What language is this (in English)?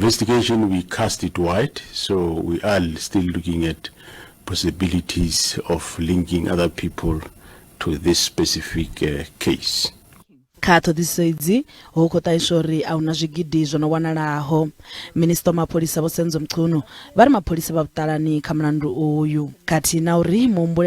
Venda